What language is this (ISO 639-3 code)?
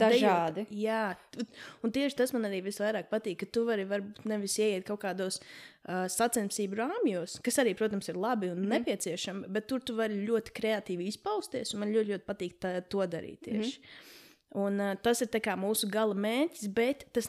lav